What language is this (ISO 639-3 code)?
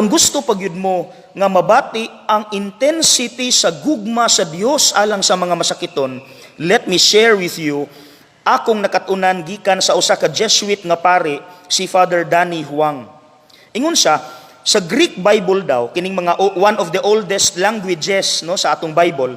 ceb